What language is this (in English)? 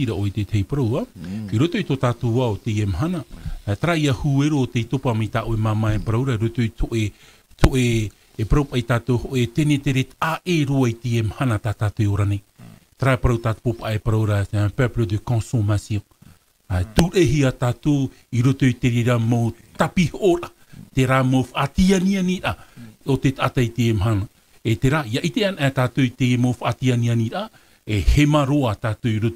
Tahitian